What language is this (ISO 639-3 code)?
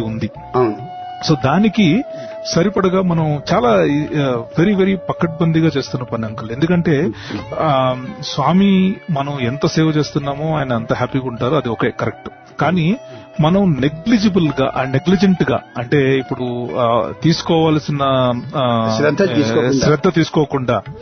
tel